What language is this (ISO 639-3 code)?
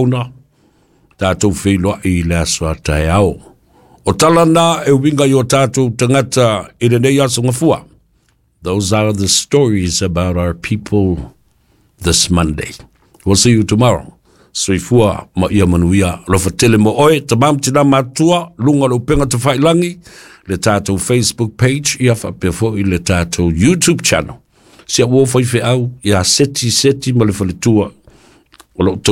smo